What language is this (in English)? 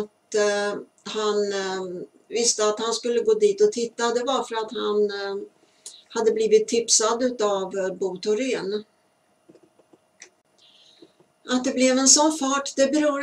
Swedish